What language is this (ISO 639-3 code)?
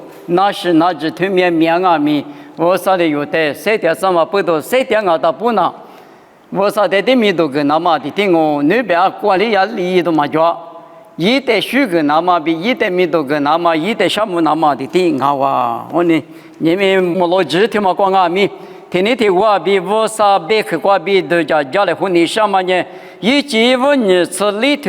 lis